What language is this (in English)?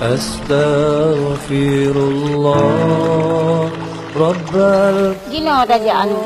Achinese